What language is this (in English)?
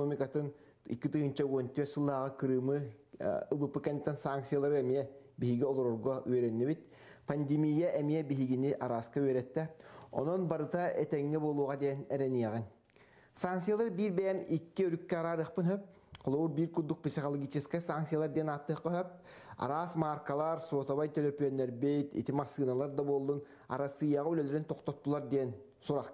Yakut